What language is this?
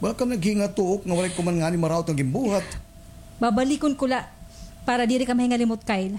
Waray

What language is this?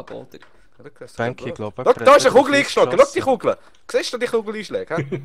Swiss German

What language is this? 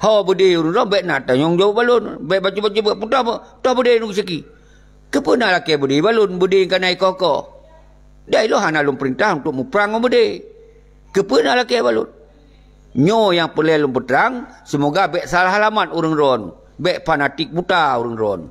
Achinese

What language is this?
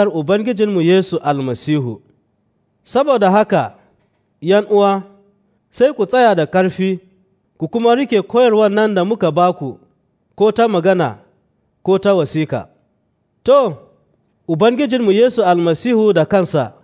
Hausa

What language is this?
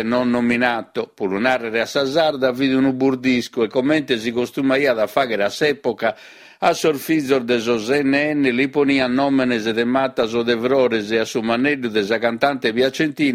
Sardinian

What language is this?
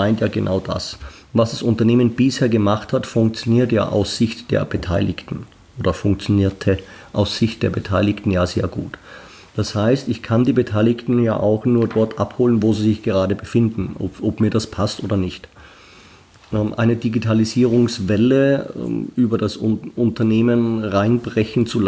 German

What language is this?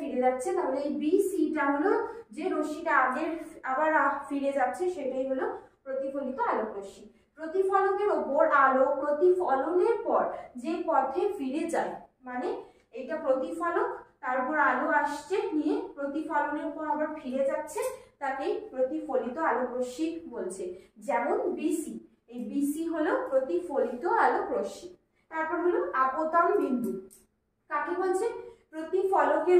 Bangla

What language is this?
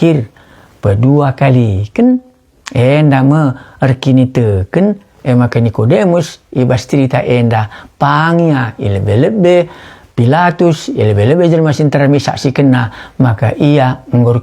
Batak Karo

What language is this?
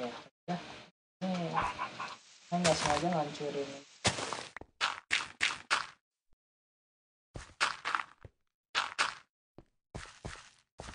Indonesian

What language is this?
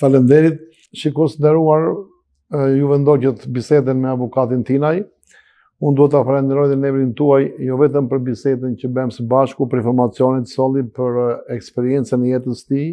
Albanian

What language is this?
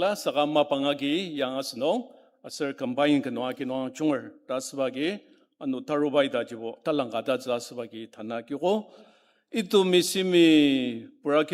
Ao Naga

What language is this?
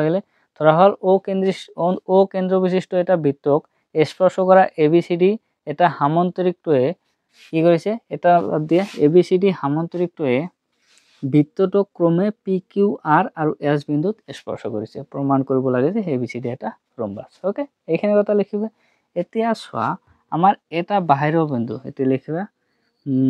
Assamese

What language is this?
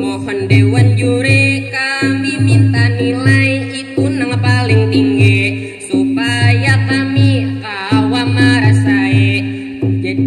Banjar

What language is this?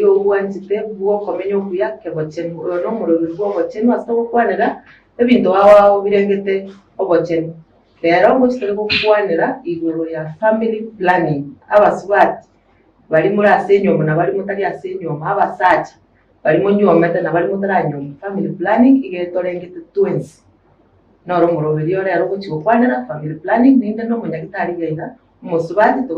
Gusii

